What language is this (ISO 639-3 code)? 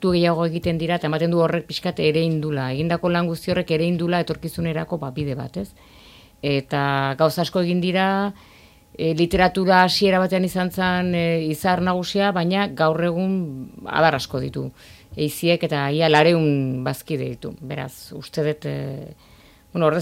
eus